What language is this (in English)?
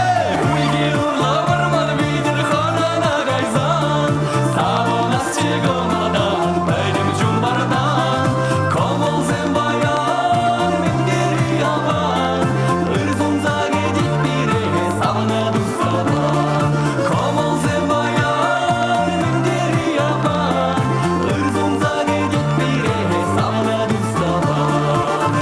Chuvash